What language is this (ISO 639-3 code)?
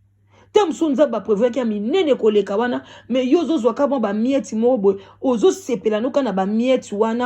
lin